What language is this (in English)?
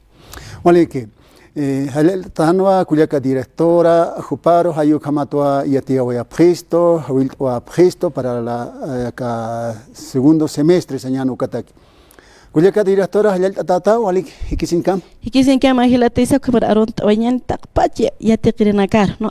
Aymara